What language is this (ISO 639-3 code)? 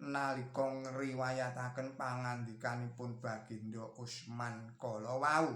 jav